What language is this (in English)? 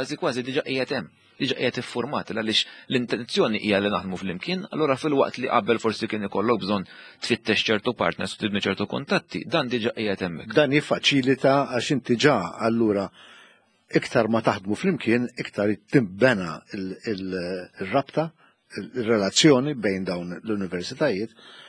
Maltese